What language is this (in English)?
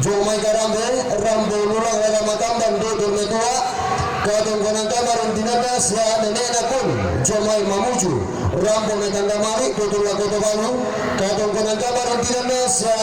Toraja-Sa'dan